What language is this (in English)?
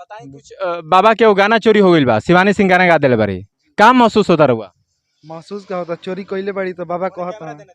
Bhojpuri